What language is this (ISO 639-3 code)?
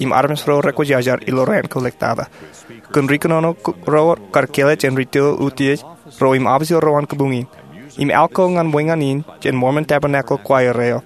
mah